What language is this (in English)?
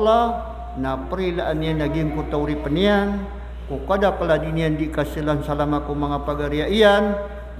Maranao